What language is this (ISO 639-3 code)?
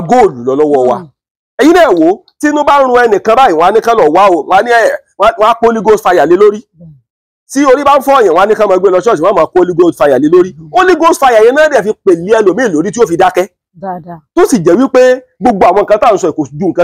yor